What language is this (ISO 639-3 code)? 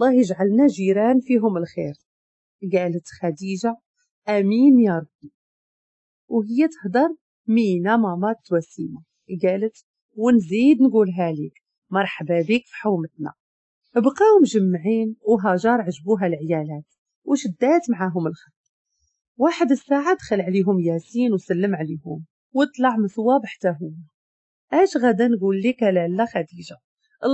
ary